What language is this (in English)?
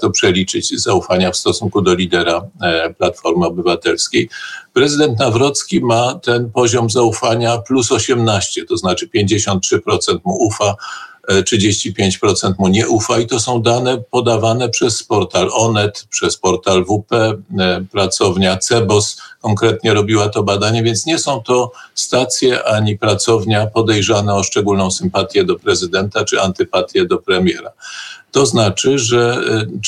Polish